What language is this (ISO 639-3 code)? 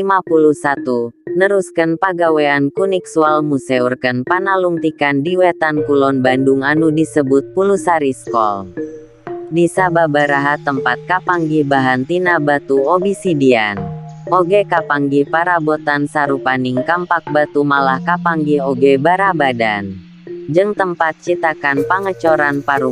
sun